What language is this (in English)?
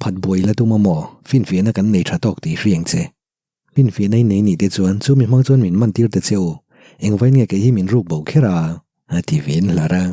Mizo